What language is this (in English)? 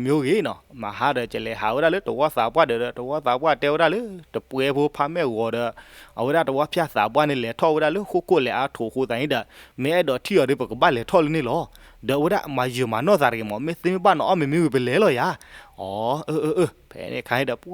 S'gaw Karen